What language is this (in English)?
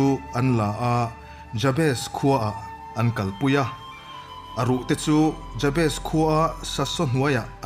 Mizo